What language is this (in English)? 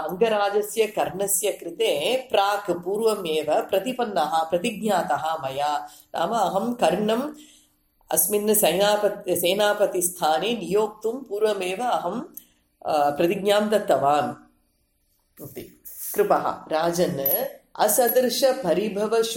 Sanskrit